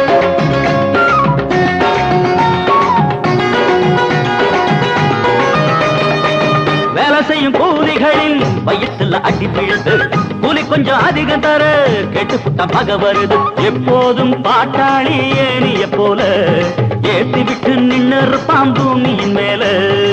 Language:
Tamil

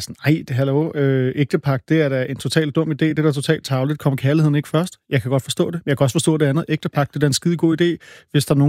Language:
Danish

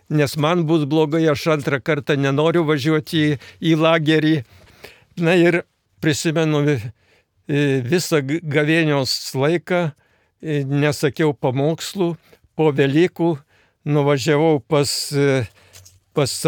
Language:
Lithuanian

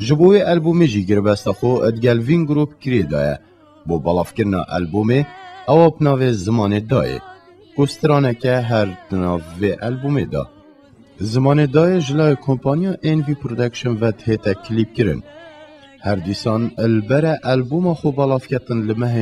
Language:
Kurdish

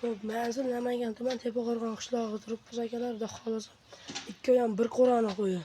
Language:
Uzbek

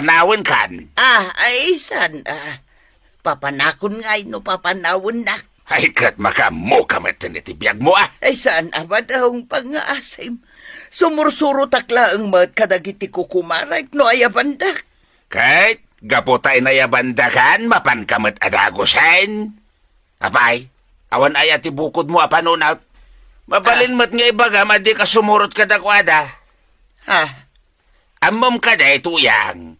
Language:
Iloko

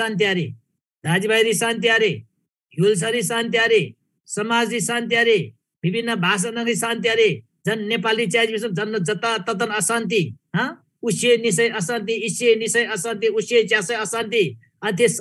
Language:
Eastern Tamang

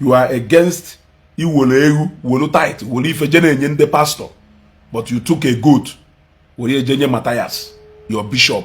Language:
Igbo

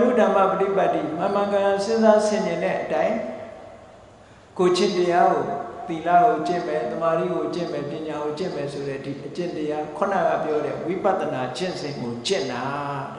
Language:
Burmese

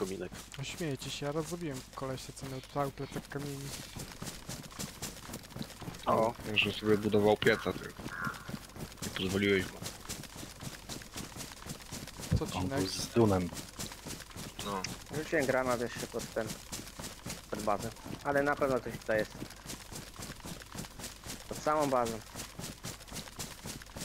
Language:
Polish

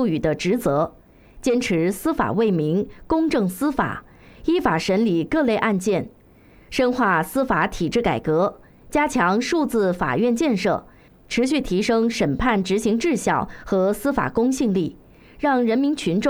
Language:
Chinese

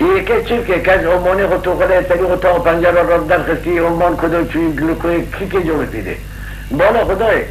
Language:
Kurdish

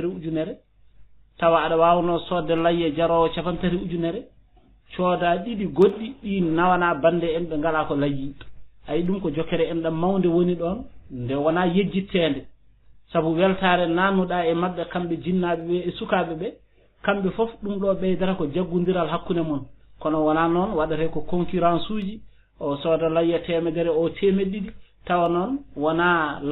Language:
Fula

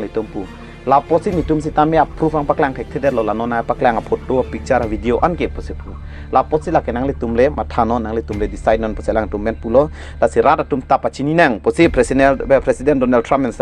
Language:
Karbi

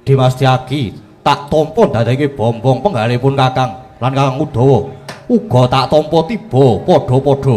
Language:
Javanese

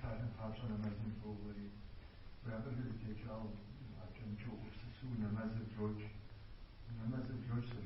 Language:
Kabardian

